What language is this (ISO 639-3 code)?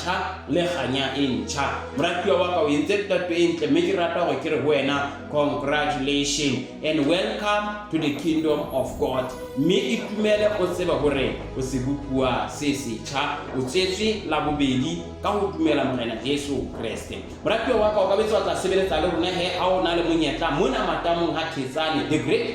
sot